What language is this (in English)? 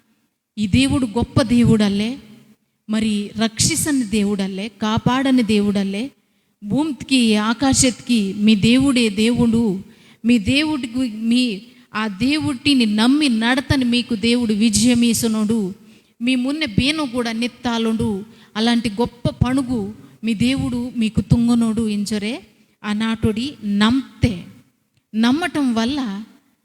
Koya